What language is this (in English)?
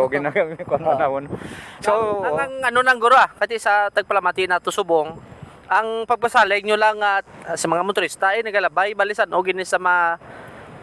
Hiligaynon